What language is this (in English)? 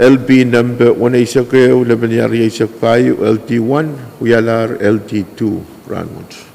Pohnpeian